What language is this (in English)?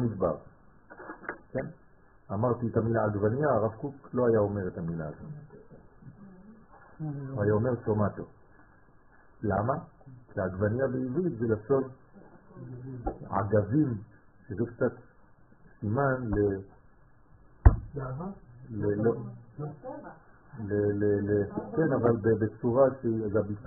Hebrew